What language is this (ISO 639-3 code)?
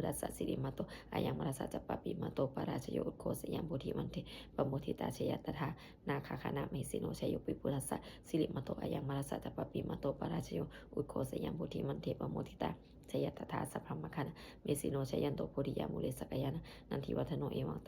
pli